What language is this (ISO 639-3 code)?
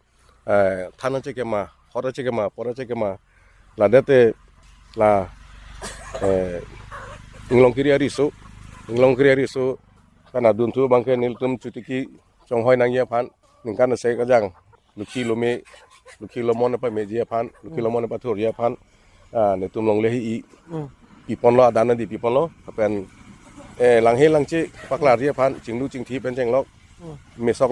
mjw